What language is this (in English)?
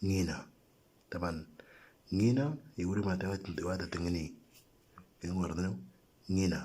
Moro